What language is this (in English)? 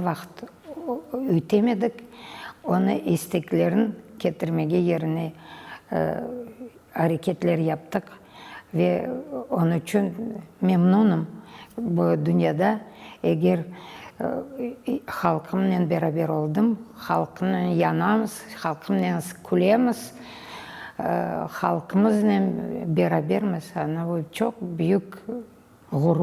Crimean Tatar